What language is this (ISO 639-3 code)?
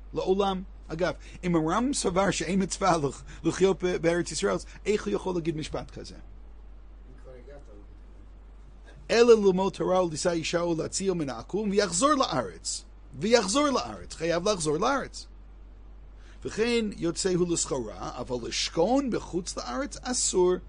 heb